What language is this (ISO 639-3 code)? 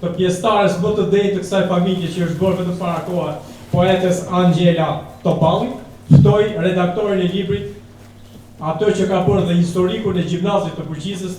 sqi